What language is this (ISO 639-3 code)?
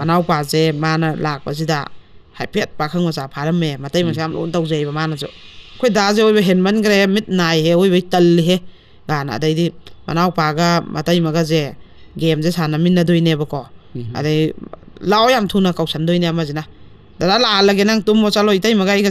mni